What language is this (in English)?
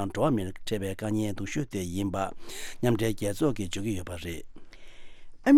Tibetan